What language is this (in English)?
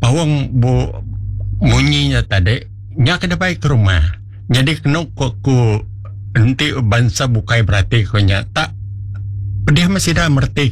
Iban